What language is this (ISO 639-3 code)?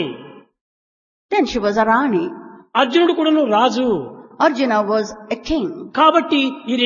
tel